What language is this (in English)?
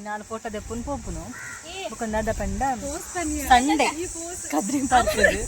Tulu